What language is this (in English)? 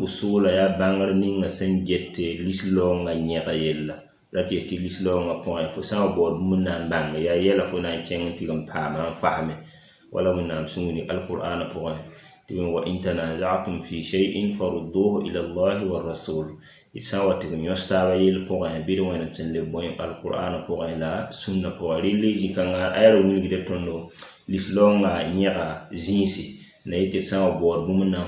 Mossi